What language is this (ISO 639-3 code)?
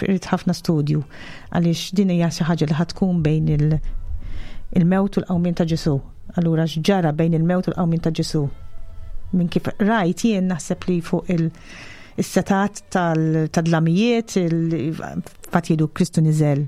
mlt